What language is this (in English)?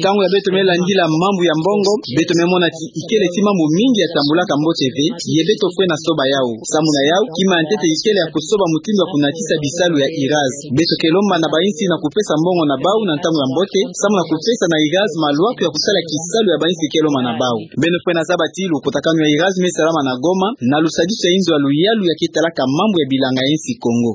Kituba (Democratic Republic of Congo)